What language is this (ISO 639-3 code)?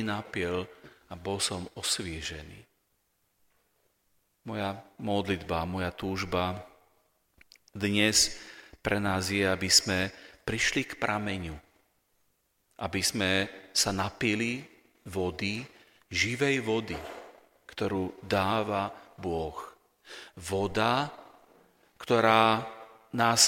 slk